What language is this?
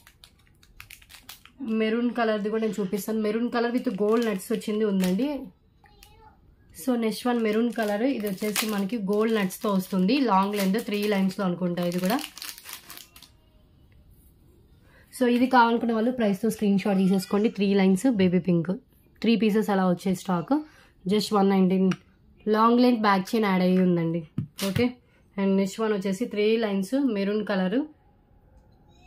Telugu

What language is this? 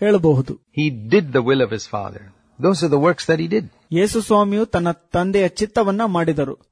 Kannada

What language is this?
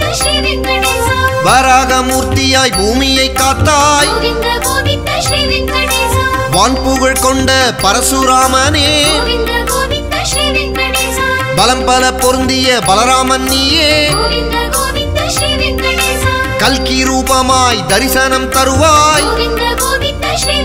Tamil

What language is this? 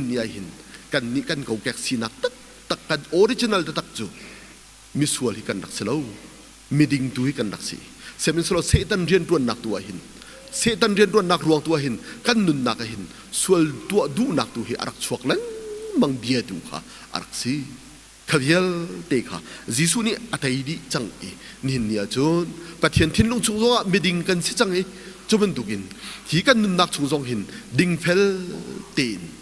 Hakha Chin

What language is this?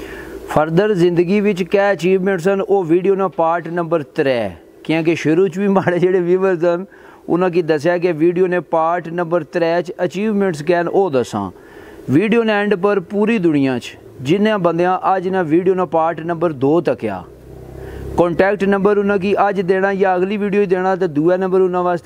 Pahari-Potwari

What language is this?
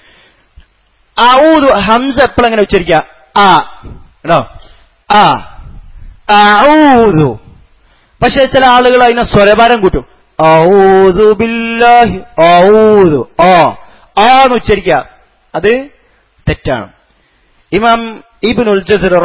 Malayalam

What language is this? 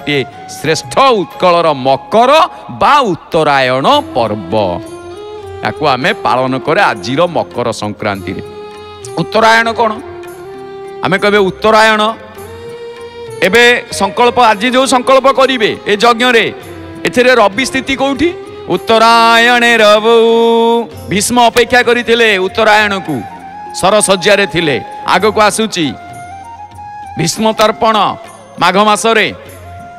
Odia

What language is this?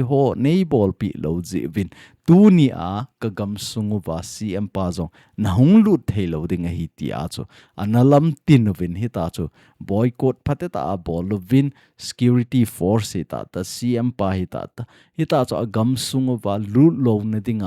Thado Chin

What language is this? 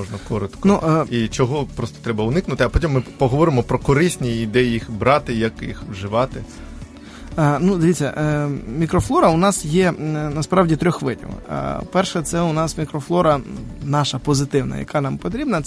Ukrainian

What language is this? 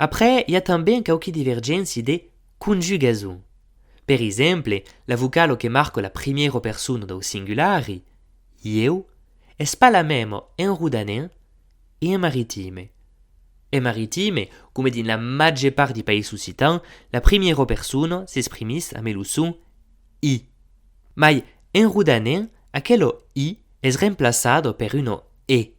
Occitan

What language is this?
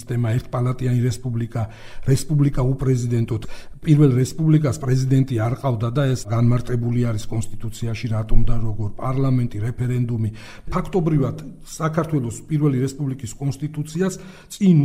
Georgian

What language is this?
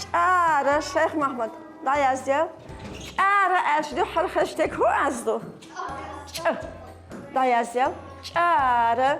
Chechen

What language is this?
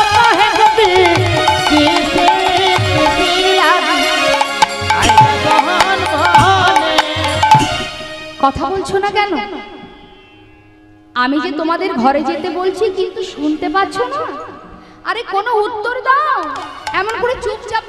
Bangla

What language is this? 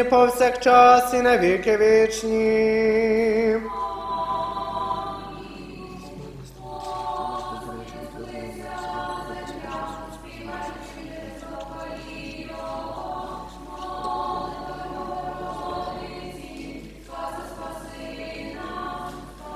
Ukrainian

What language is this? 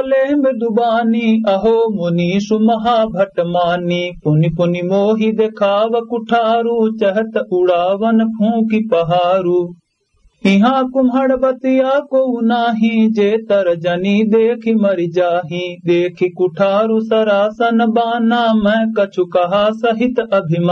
Awadhi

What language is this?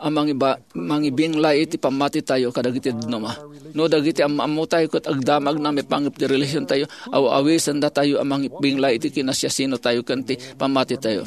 Iloko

